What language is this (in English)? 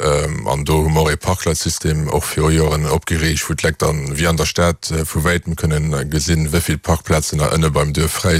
Luxembourgish